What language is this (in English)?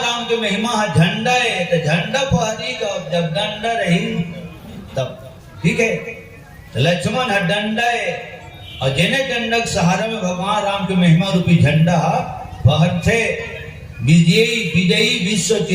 Chhattisgarhi